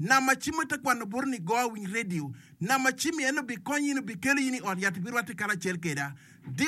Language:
Acoli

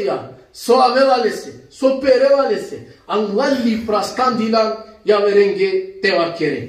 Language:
Balkan Romani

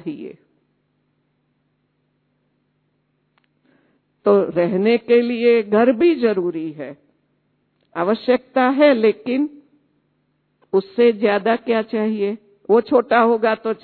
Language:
Hindi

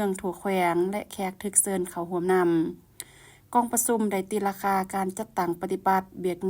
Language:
Lao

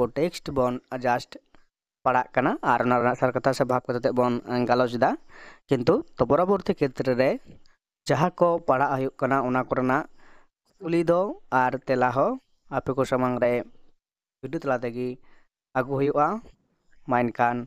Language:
Santali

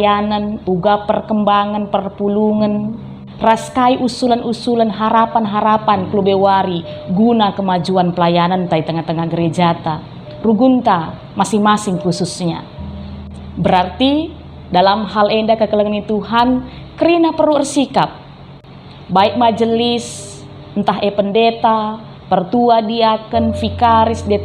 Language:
Batak Karo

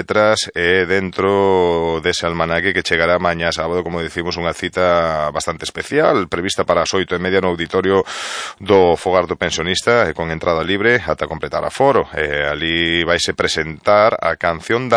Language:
Galician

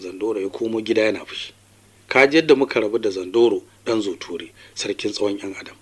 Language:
Hausa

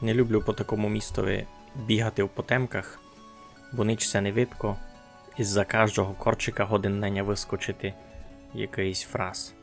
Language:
Rusyn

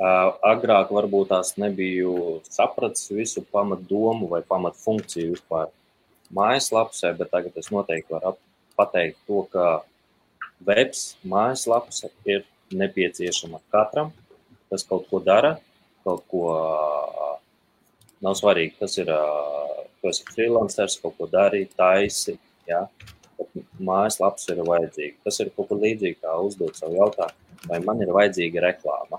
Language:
Latvian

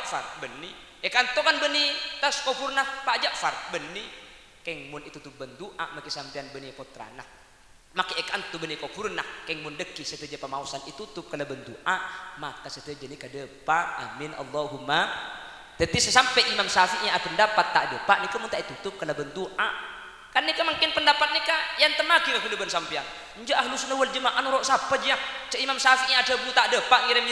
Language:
Madurese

